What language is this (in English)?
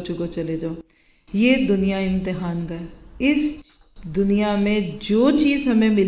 Urdu